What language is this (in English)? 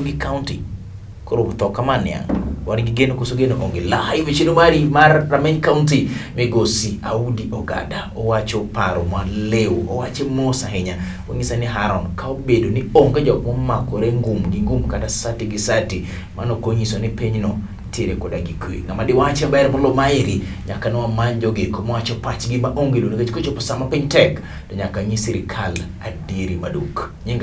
Luo (Kenya and Tanzania)